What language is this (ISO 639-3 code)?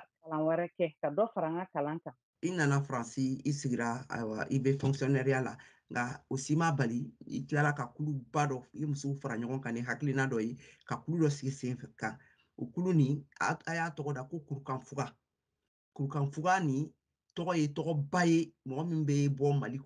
bam